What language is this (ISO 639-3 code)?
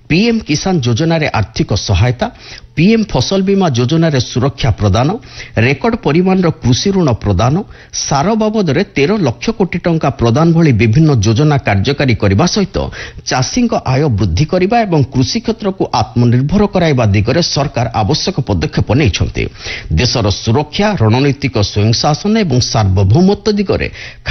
ori